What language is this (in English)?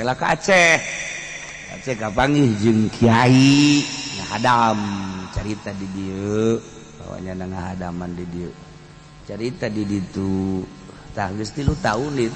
Sundanese